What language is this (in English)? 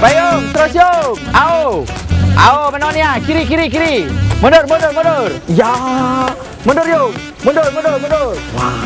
Musi